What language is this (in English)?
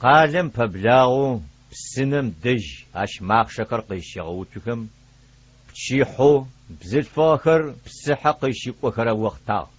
Adyghe